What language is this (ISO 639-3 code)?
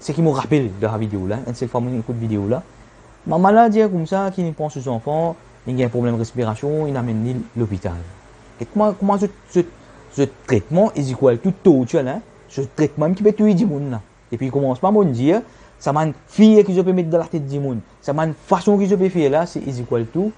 mfe